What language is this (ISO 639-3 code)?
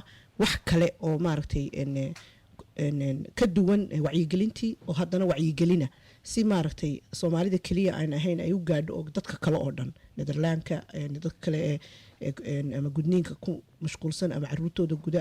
som